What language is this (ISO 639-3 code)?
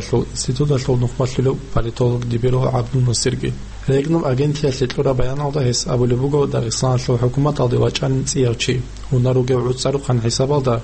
ava